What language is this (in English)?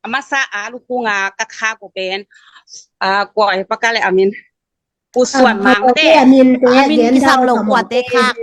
Tedim Chin